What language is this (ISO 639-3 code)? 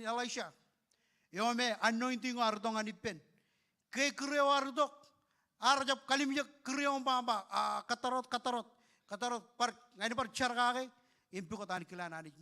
mah